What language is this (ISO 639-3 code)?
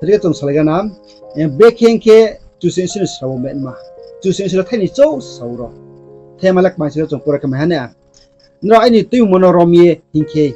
ria